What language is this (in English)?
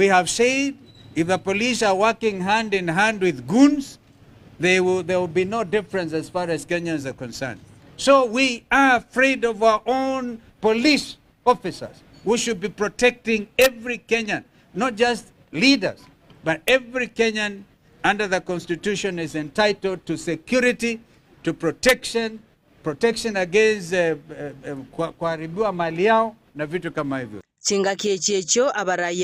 Gusii